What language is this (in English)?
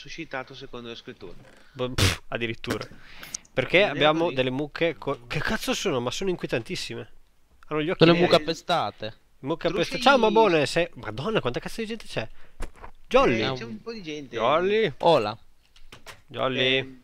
Italian